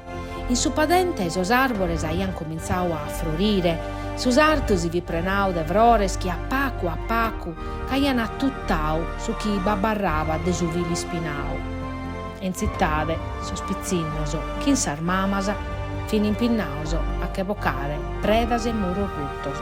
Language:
Sardinian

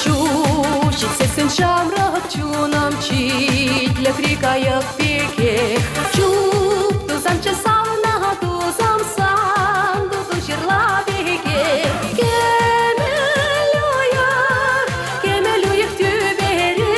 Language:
Chuvash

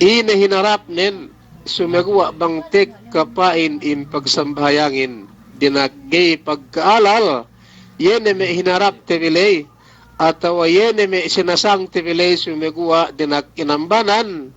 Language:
Yakan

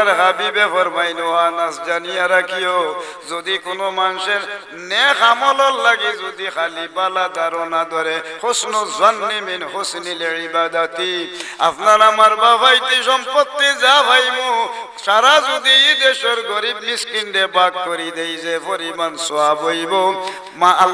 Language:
Sylheti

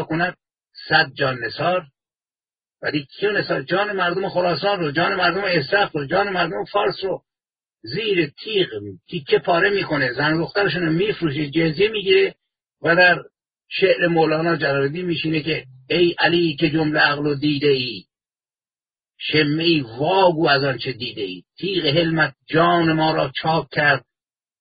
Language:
Persian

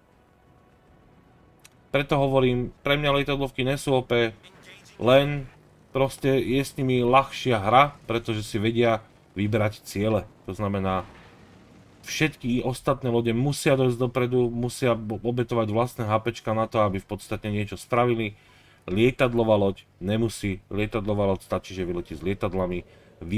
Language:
Slovak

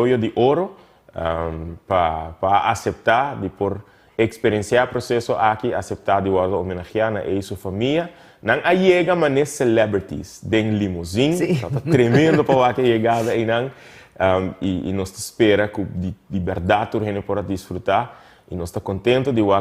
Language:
Papiamento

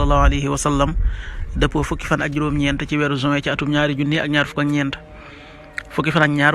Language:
Wolof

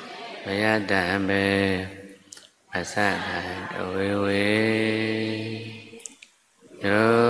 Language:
Burmese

